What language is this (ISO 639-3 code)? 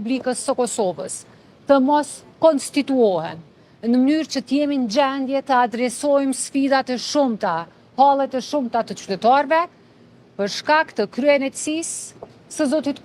sqi